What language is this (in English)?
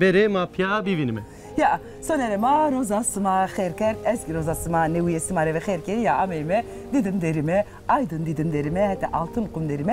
Zaza